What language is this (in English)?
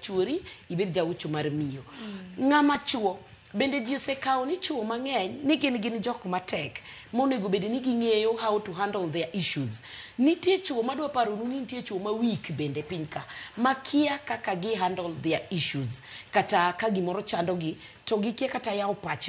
Luo (Kenya and Tanzania)